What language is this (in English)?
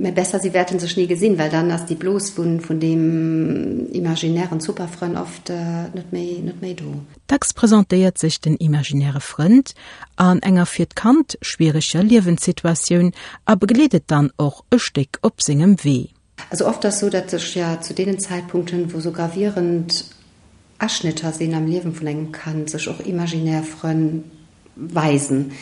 Luxembourgish